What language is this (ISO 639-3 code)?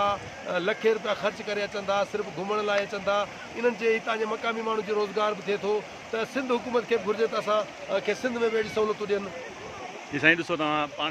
snd